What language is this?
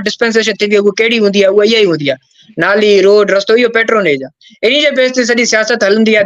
Sindhi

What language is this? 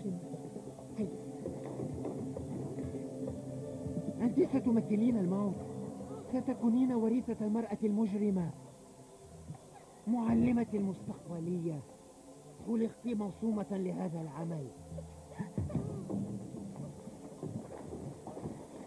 Arabic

